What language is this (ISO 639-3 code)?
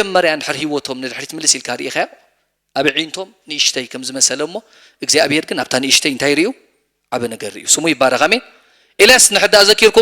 tir